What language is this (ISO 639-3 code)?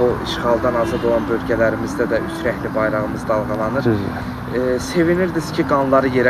aze